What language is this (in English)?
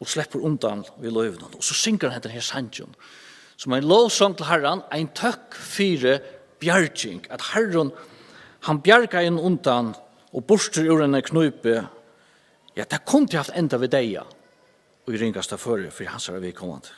Faroese